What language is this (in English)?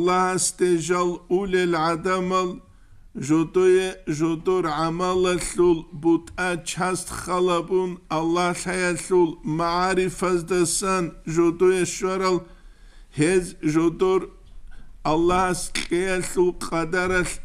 Avaric